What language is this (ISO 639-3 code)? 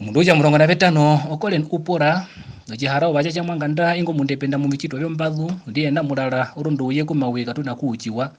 her